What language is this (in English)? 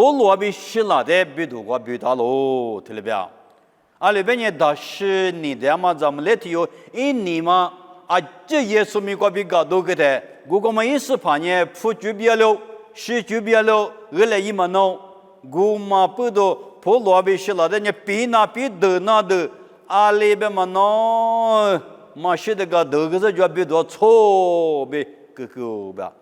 Lisu